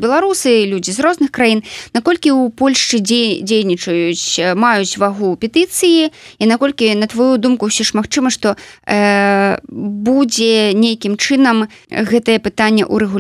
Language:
Belarusian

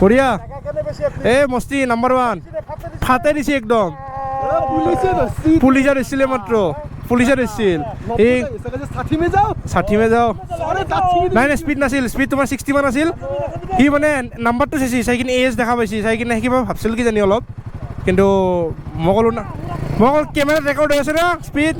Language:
Assamese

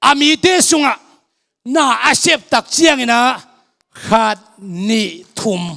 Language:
Tedim Chin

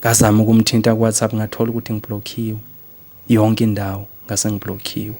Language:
Zulu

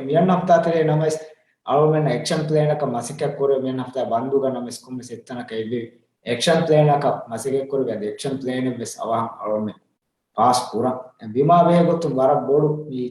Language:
Divehi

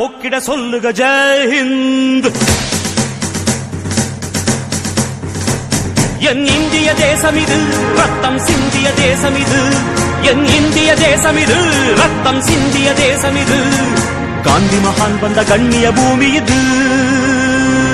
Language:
Tamil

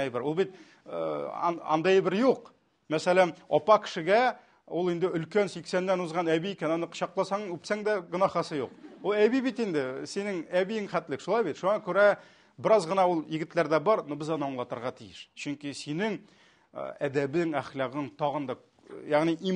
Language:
Tatar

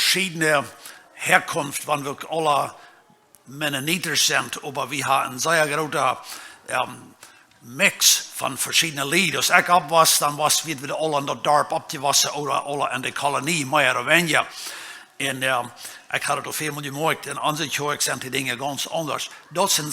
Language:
Plautdietsch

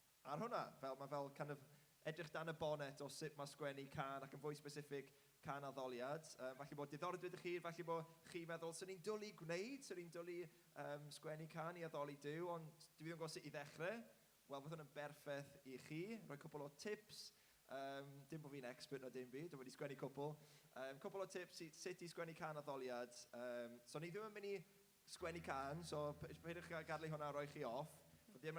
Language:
Welsh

